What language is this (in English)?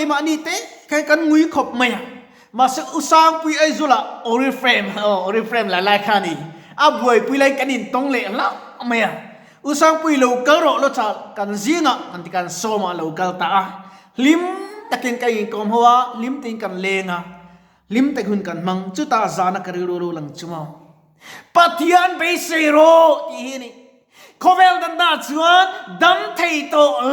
Mizo